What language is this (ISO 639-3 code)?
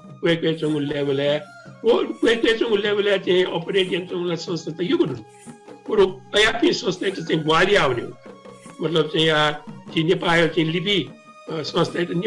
new